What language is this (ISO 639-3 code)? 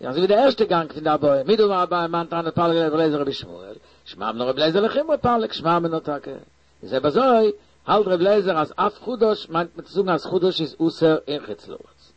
yid